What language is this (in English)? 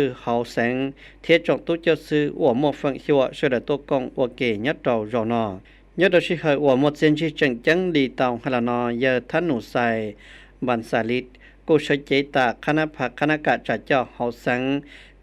Hmong